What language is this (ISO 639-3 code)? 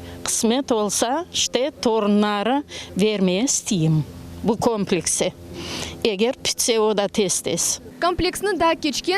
crh